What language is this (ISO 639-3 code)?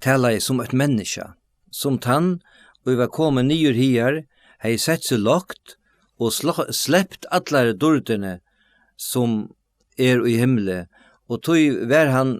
fao